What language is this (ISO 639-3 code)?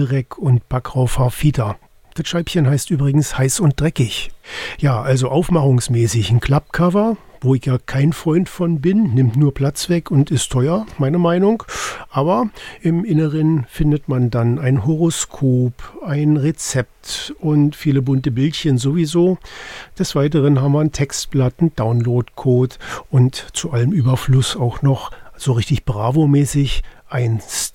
deu